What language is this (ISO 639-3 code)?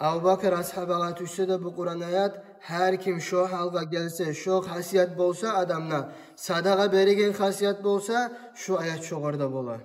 kum